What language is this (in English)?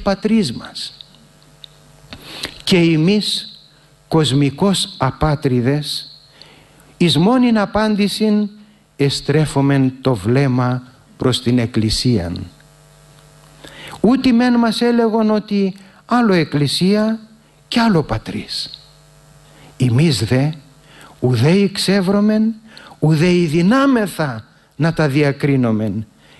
Greek